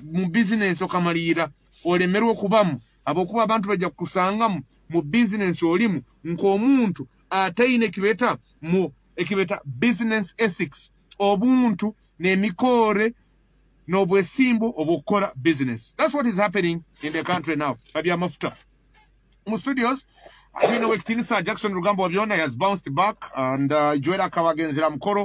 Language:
Nyoro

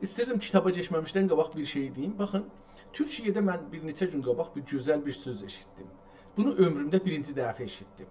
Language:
South Azerbaijani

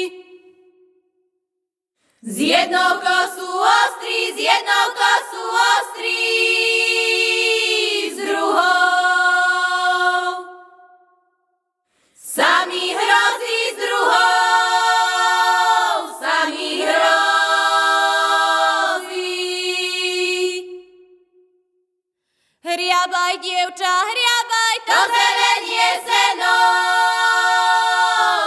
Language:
Slovak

